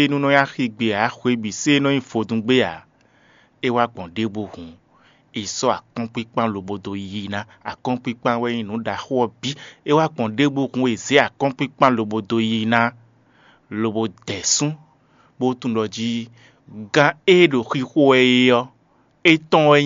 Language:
Fon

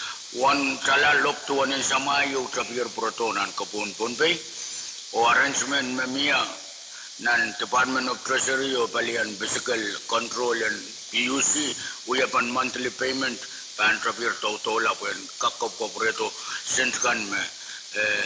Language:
Pohnpeian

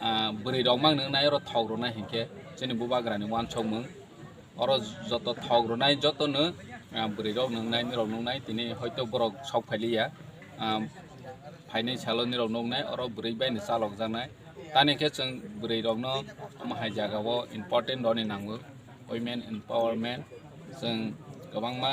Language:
Kok Borok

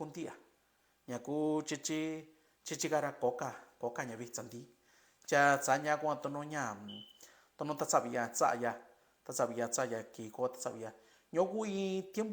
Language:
Mixtepec Mixtec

